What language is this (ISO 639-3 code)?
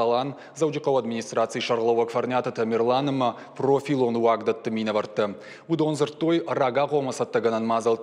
oss